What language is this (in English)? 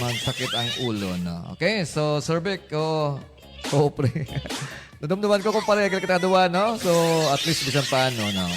Hiligaynon